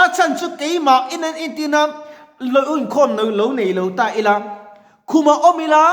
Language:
Mizo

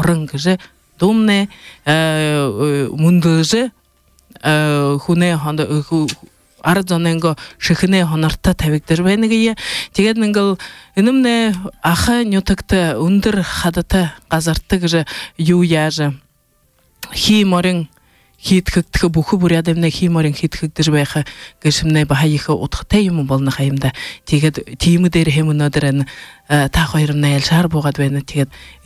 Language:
Buriat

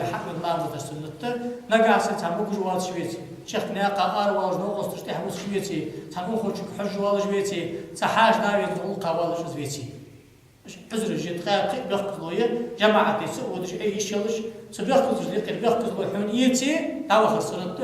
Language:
Ingush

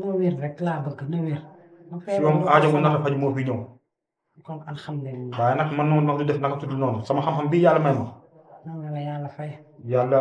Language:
Wolof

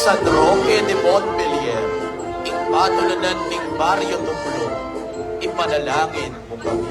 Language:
Pampanga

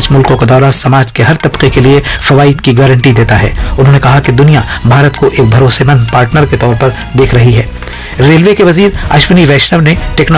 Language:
Urdu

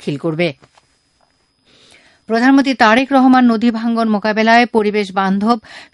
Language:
Bangla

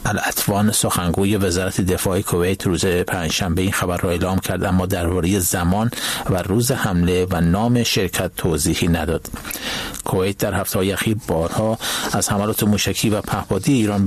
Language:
Persian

